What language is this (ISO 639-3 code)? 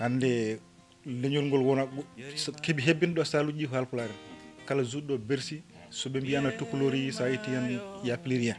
ful